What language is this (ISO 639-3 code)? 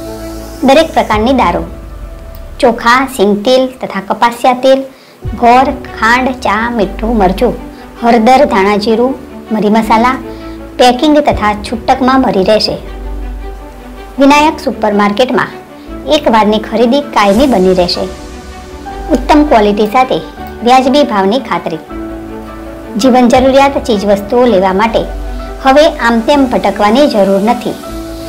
guj